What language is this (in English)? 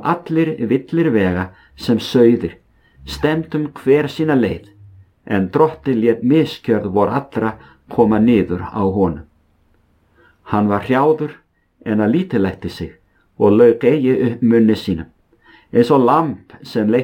Icelandic